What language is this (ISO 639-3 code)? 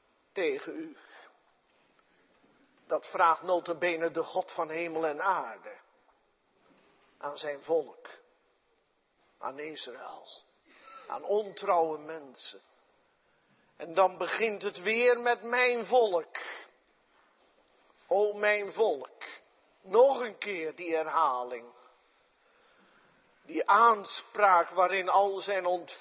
nld